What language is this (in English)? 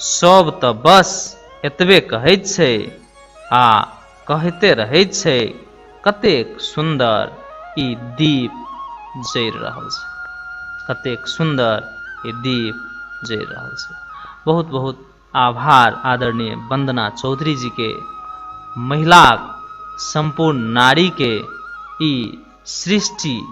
Maithili